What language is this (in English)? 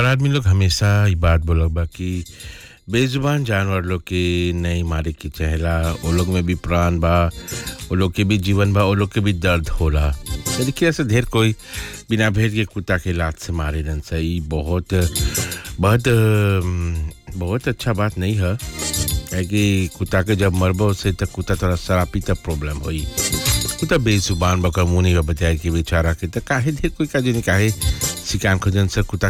Bhojpuri